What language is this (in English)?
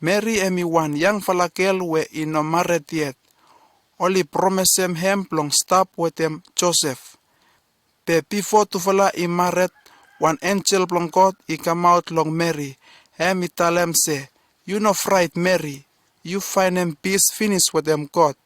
Bislama